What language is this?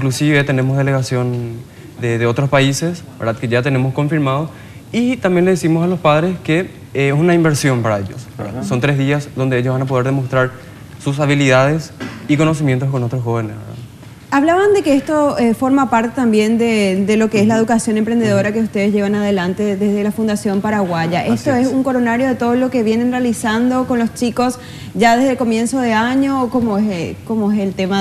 Spanish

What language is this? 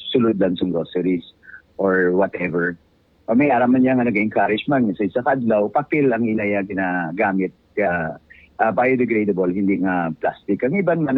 Hiligaynon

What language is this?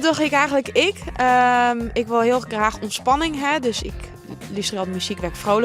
Western Frisian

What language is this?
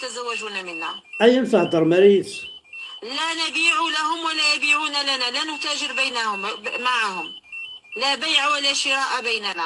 Kabyle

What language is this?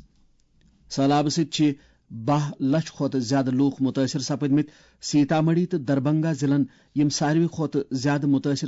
Kashmiri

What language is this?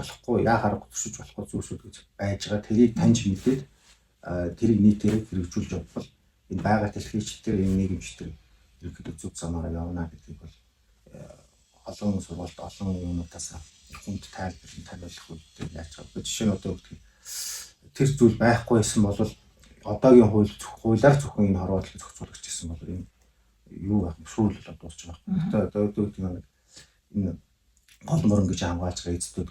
Mongolian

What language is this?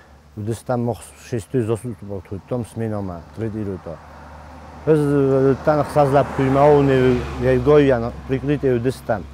Ossetic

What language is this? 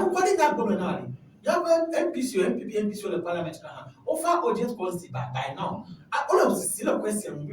Ewe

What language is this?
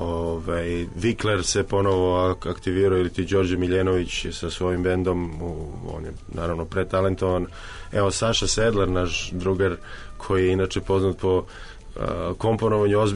Serbian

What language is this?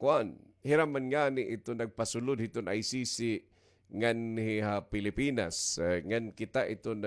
Waray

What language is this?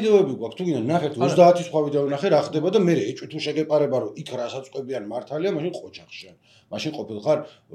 Georgian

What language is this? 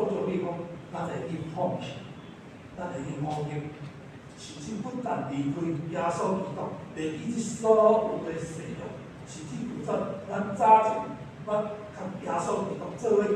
Min Nan Chinese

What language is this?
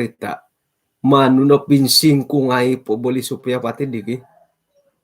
Central Dusun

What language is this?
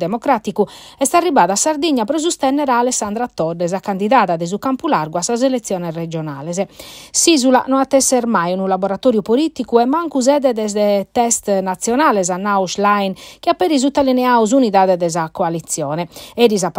Sardinian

